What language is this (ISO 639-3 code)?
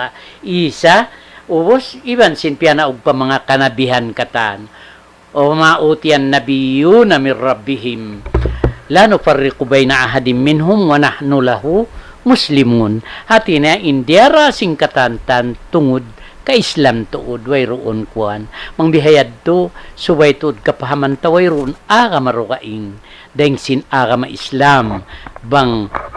tsg